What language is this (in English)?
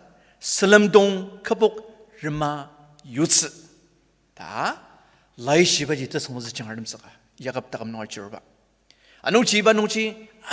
Ao Naga